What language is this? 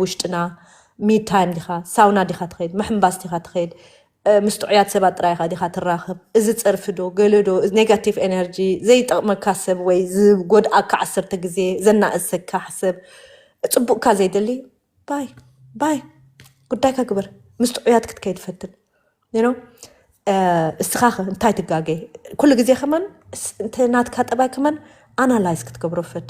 Tigrinya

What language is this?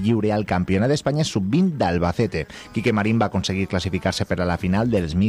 Catalan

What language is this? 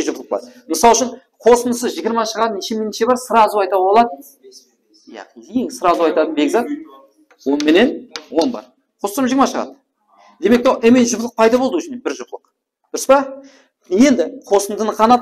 Kara-Kalpak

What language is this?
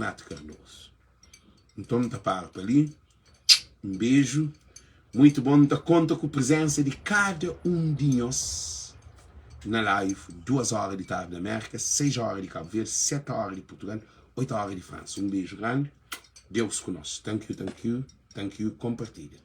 Kabuverdianu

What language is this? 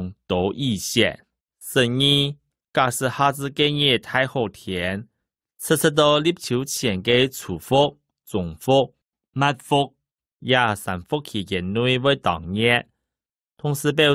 Hakka Chinese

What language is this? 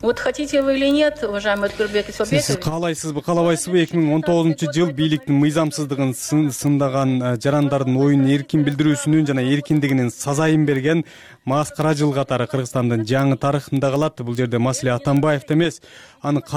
Kyrgyz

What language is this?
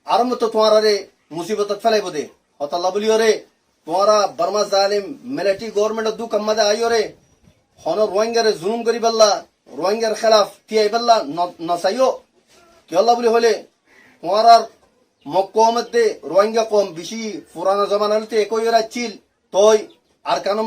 Rohingya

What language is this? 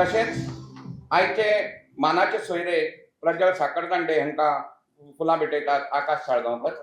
Konkani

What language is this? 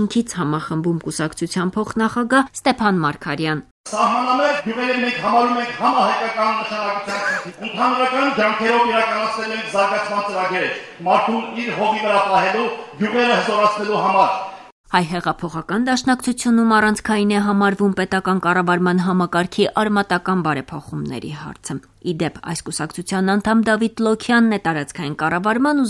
Armenian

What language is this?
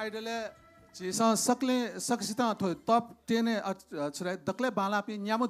Newari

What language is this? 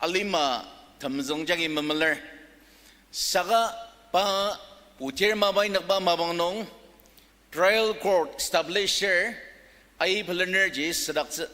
Ao Naga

